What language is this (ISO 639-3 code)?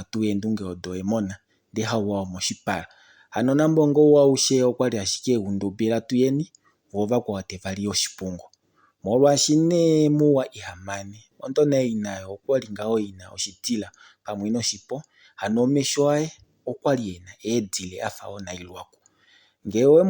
kua